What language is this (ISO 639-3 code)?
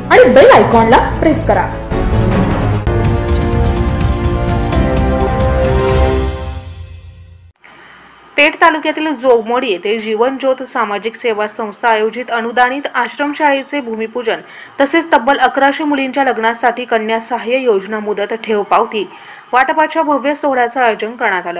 mar